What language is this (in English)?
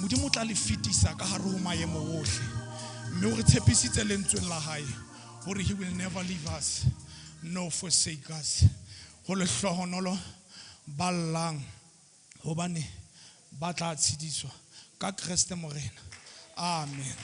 Southern Sotho